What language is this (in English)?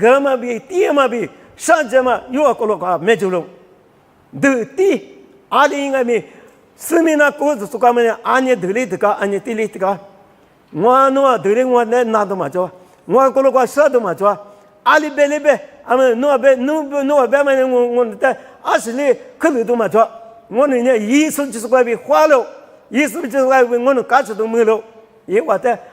Lisu